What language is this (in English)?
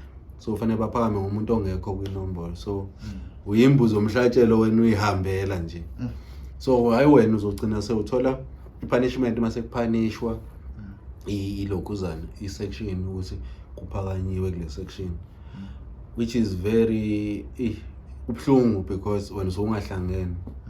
Zulu